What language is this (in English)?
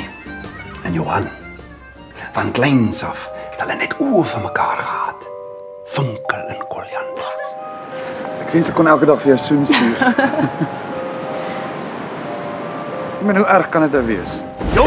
Afrikaans